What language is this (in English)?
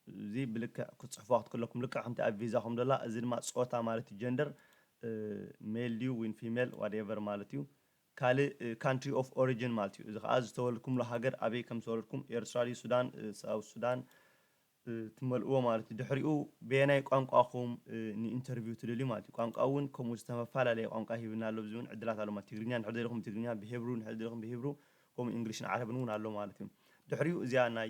Tigrinya